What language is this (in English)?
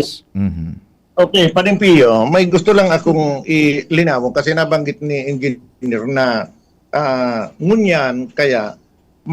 Bikol